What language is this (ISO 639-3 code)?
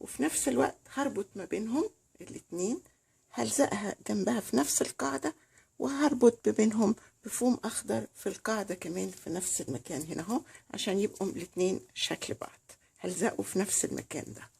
arz